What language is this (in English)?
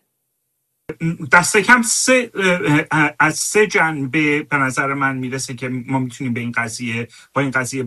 Persian